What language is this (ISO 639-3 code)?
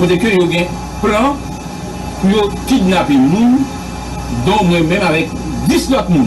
hat